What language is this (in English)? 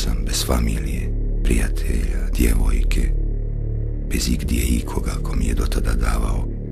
Bosnian